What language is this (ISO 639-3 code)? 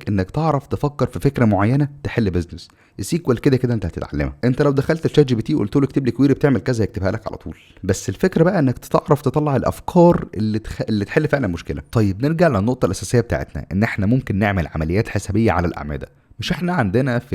arz